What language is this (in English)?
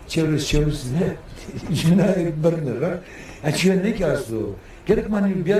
Zaza